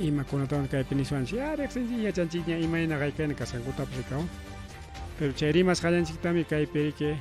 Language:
Ayacucho Quechua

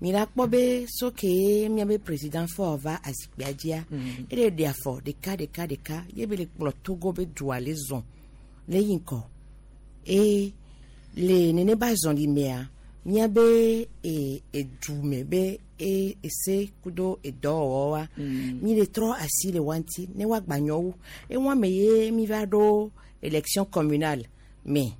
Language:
Gen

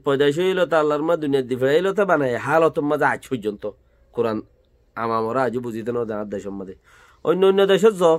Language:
Rohingya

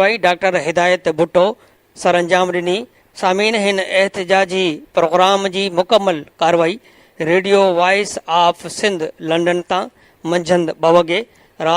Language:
Sindhi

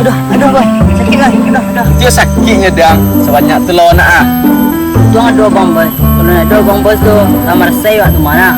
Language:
Minangkabau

